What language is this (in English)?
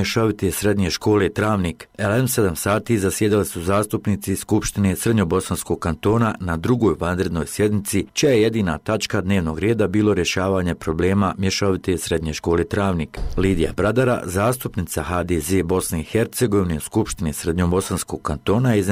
Bosnian